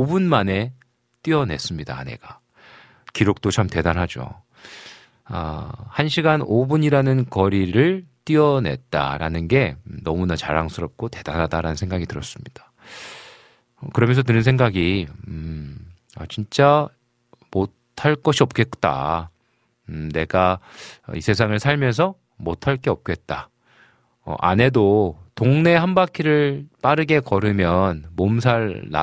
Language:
Korean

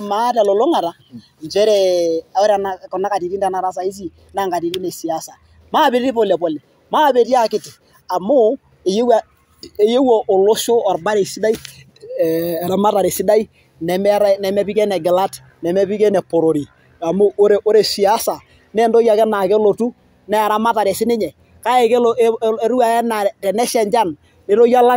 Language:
Masai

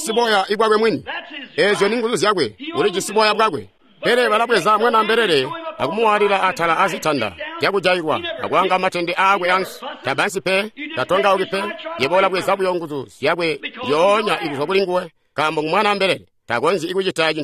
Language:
Tonga (Zambia)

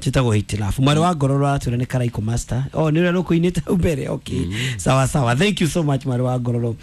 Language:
Kikuyu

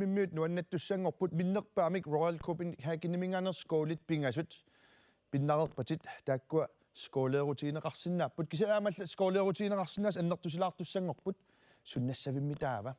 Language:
Kalaallisut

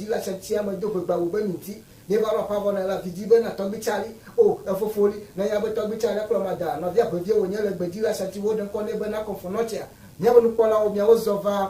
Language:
Ewe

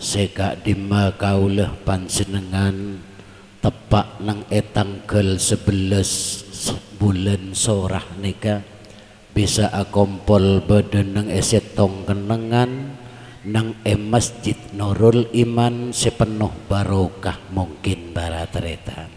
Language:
Madurese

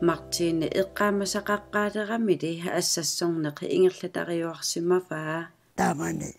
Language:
Kalaallisut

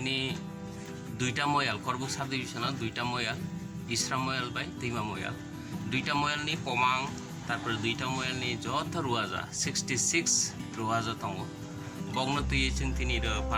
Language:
Kok Borok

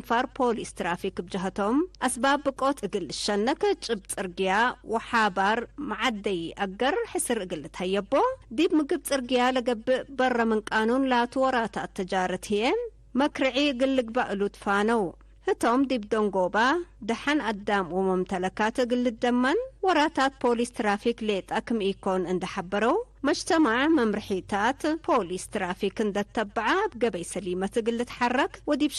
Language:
Tigre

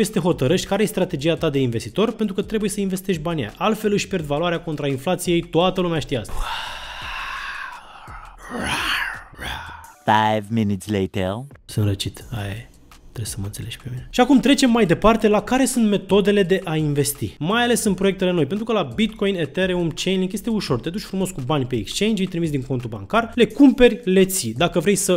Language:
Romanian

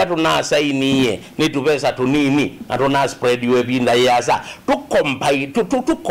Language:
Kamba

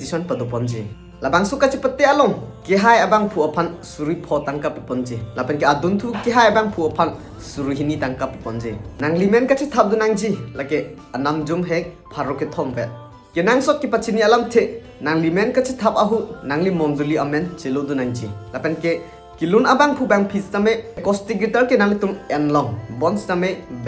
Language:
Karbi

